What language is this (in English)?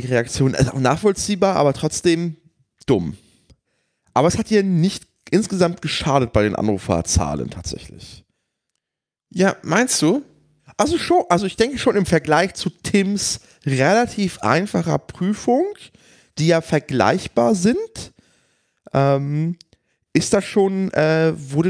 German